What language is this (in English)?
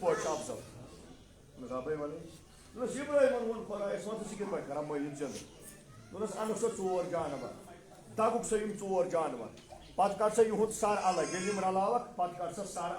Kashmiri